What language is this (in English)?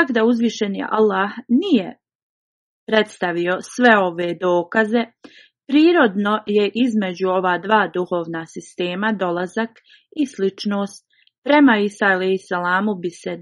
Bosnian